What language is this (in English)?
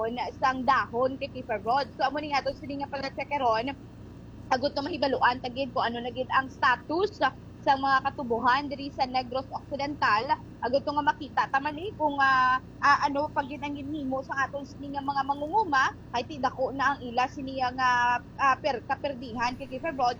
Hiligaynon